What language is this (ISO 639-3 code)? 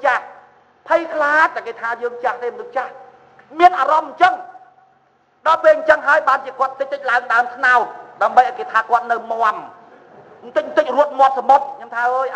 khm